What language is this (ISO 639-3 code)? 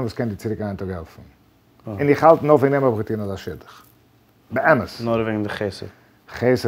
yid